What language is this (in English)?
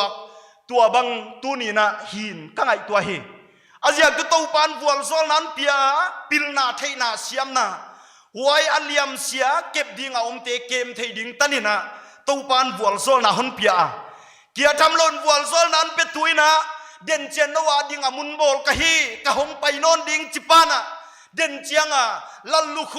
Paite Chin